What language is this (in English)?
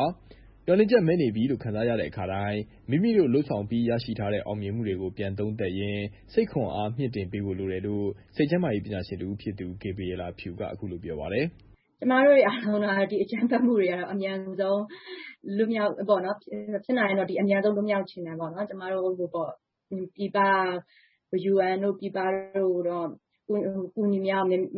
Burmese